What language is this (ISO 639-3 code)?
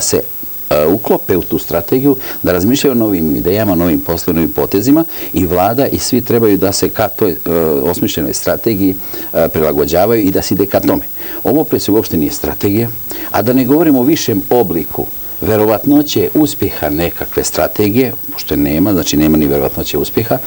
srp